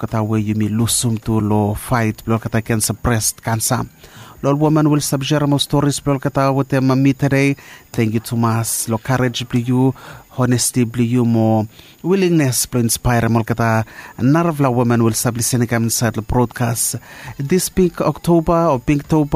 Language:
Bislama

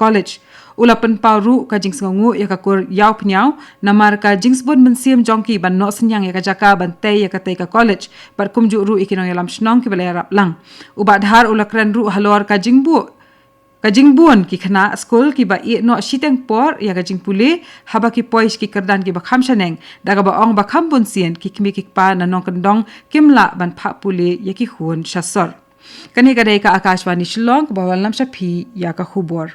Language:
Khasi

